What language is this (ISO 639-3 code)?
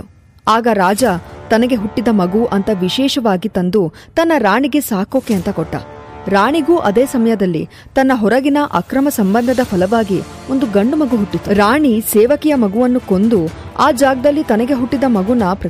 kan